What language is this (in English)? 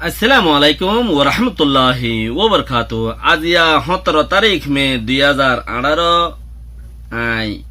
Rohingya